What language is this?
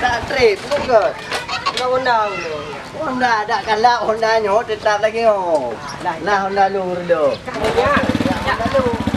Achinese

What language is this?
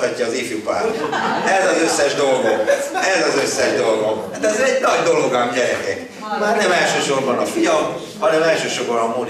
Hungarian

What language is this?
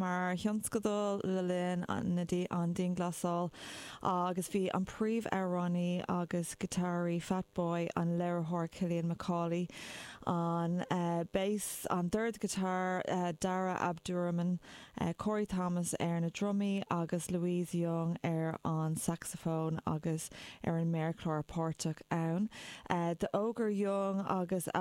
Irish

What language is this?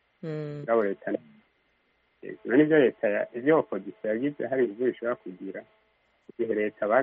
Kinyarwanda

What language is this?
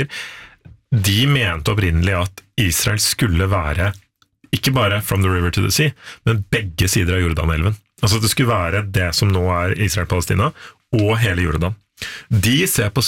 Norwegian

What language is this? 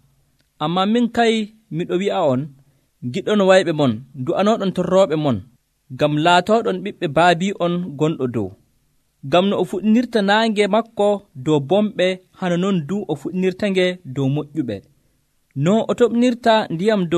Nigerian Fulfulde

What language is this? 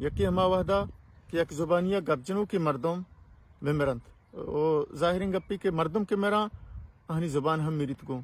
Baluchi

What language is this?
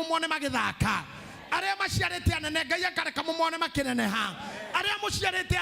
Kikuyu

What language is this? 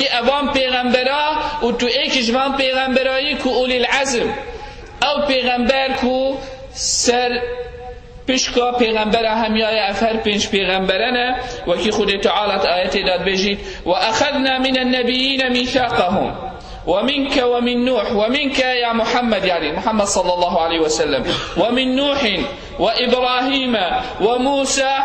Kurdish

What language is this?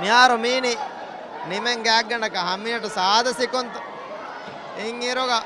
Divehi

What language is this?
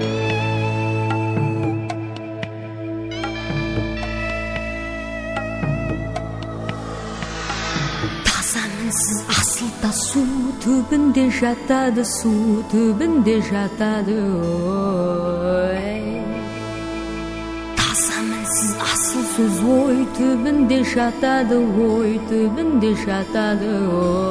Kazakh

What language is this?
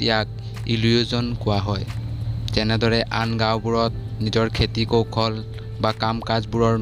Assamese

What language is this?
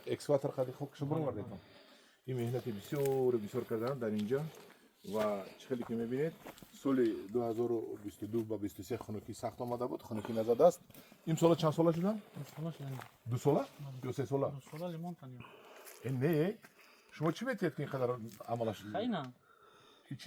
Tajik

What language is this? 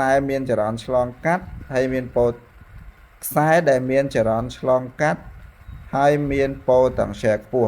Khmer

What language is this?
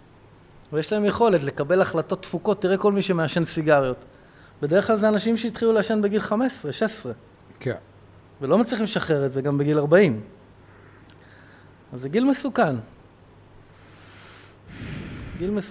Hebrew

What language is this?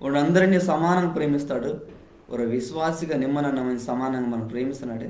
Koya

